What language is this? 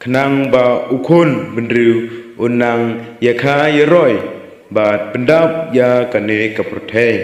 Khasi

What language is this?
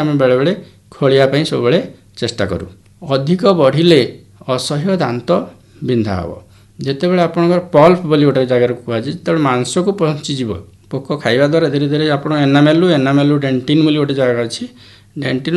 Odia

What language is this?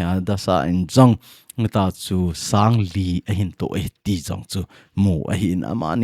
Thado Chin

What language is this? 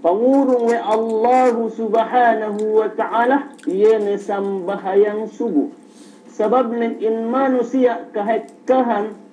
Yakan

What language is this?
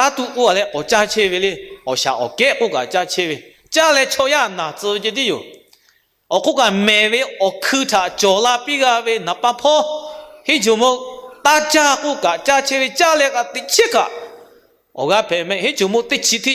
Lahu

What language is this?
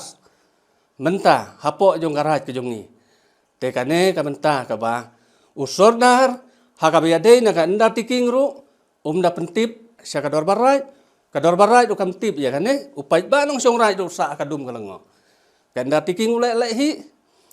Khasi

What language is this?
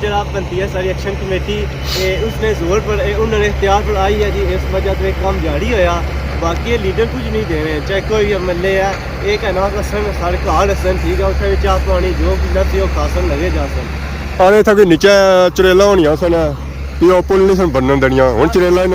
Pahari-Potwari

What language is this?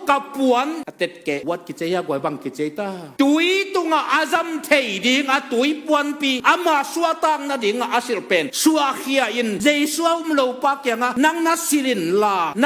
Tedim Chin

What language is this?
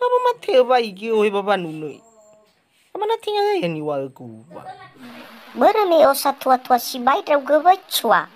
Nias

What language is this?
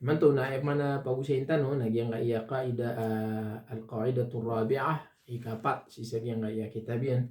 Maranao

